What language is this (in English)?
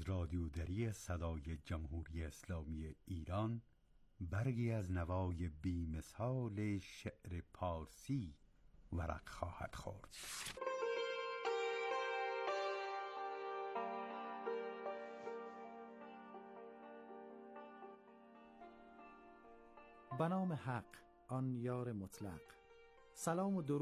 Persian